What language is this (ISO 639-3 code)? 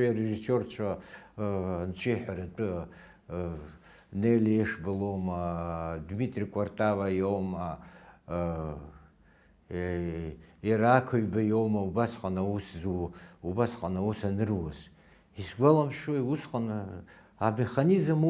abk